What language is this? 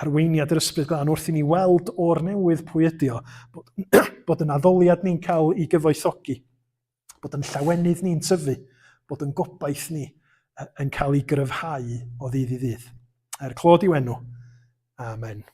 Welsh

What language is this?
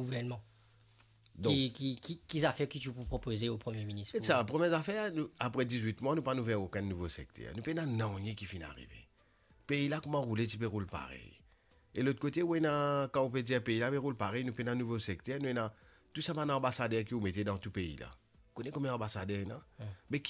Morisyen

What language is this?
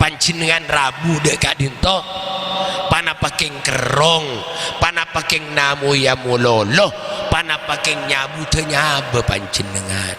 Madurese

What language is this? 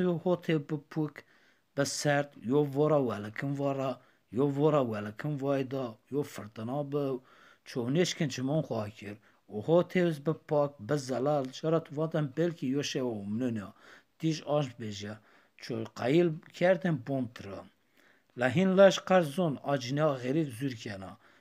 Zaza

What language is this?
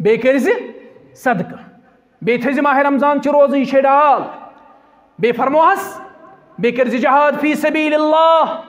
Kashmiri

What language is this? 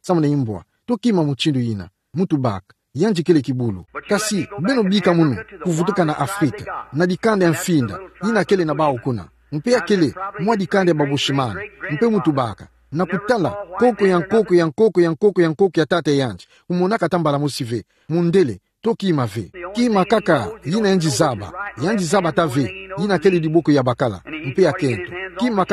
Kituba (Democratic Republic of Congo)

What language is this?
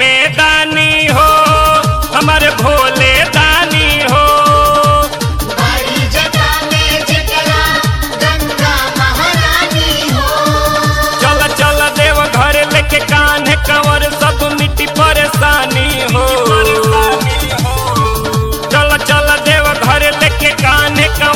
Bhojpuri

